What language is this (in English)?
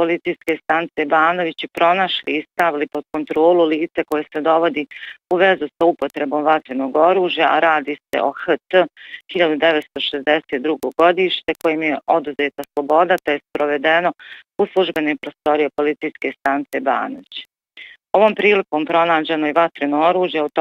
Bosnian